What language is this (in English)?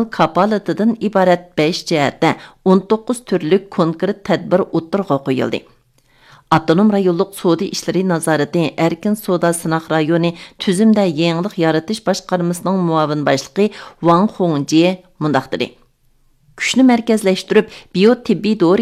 Uyghur